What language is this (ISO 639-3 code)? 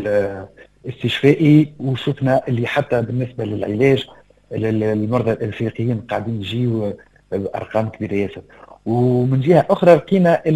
aeb